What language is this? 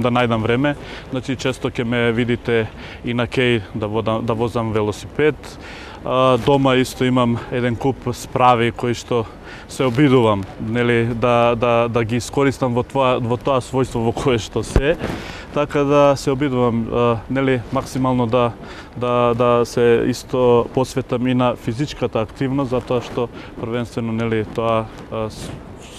Macedonian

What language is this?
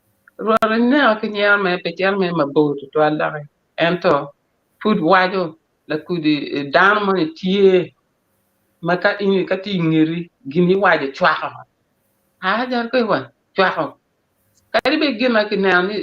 Acoli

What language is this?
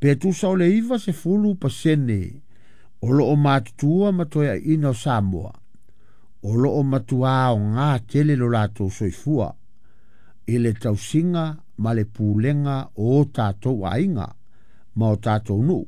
Samoan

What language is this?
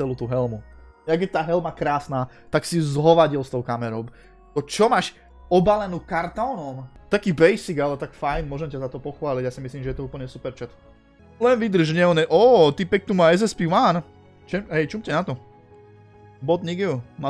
Slovak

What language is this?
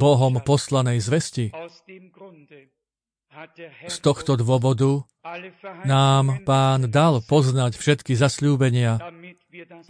Slovak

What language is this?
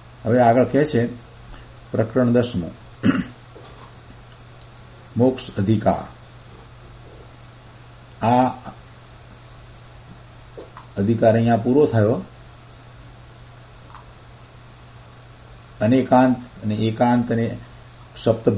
Gujarati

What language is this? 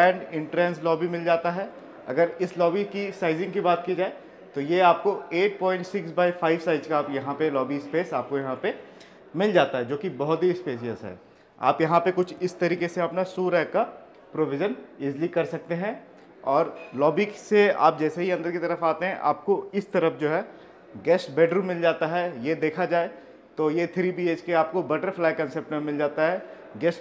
Hindi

